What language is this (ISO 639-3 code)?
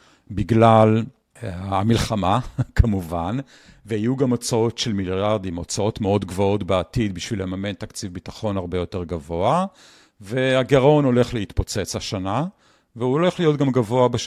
heb